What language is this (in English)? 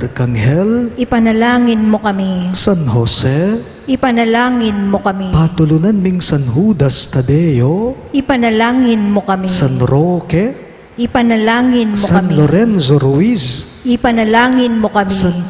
Pampanga